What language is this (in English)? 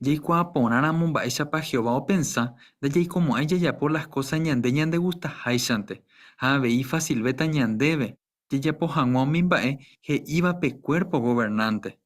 Guarani